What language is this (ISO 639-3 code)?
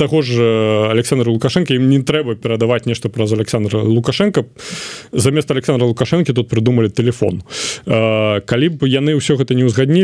bel